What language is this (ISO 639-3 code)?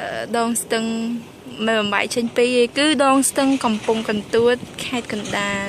khm